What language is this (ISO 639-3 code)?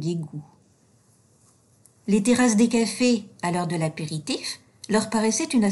fra